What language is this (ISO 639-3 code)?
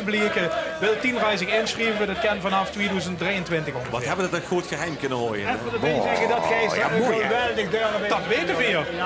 lim